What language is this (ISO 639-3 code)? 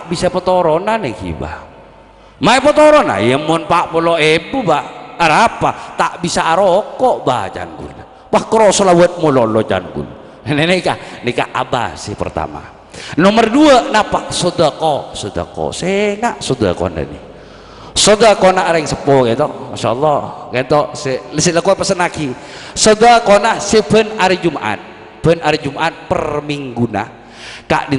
mad